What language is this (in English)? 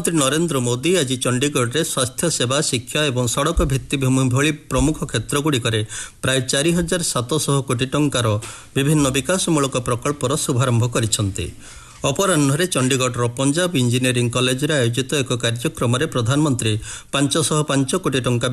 Odia